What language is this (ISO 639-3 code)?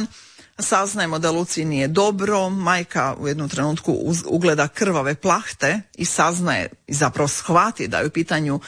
hrv